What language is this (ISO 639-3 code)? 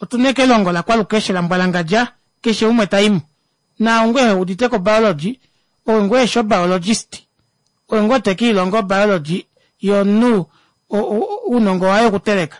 kua